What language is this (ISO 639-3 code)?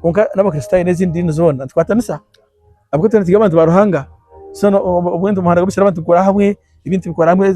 nyn